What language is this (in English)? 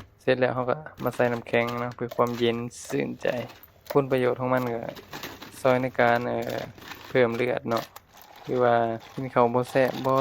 Lao